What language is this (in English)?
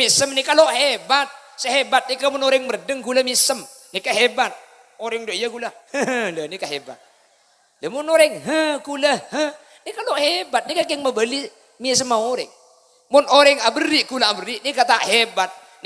Madurese